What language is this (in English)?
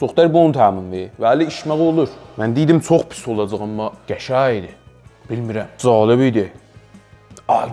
South Azerbaijani